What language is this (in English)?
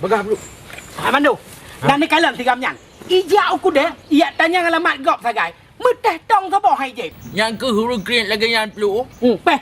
Achinese